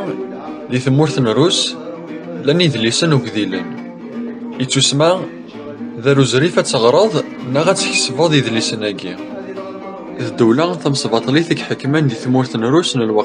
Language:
Kabyle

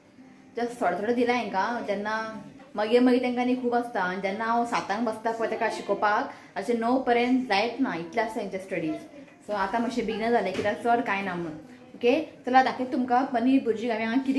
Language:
Konkani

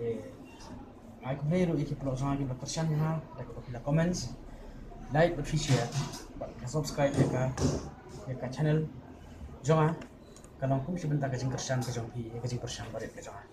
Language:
Khasi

